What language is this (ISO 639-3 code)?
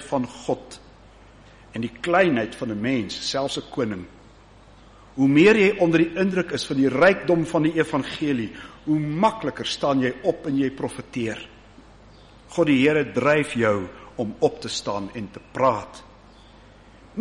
afr